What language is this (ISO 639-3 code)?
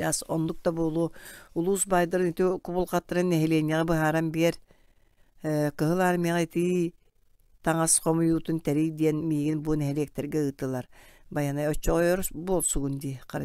sah